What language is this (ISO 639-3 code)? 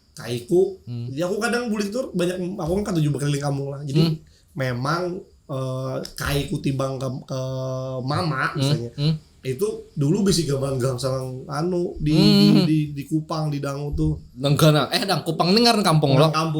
bjn